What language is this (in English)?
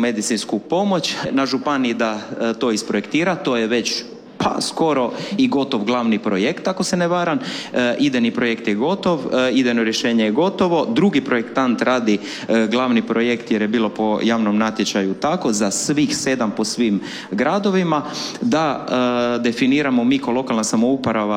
Croatian